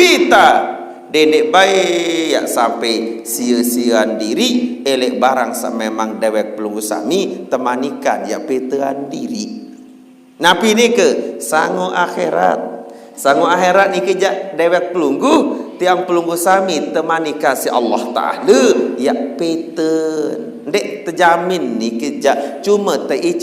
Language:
Sasak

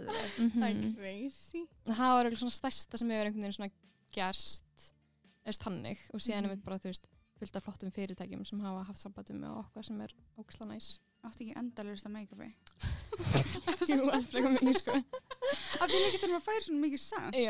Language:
Icelandic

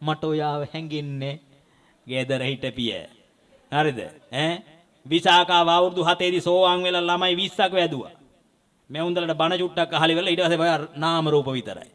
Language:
Sinhala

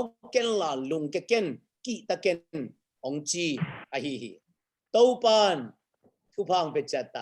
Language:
Tedim Chin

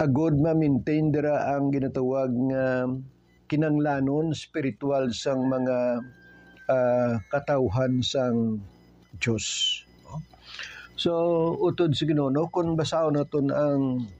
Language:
Hiligaynon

